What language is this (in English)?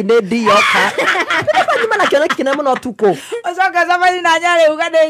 Kikuyu